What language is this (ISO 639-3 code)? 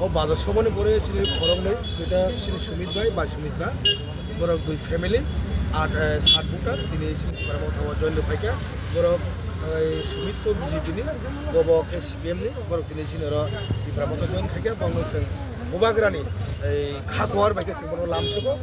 trp